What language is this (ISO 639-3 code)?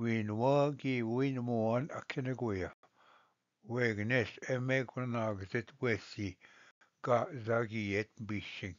oji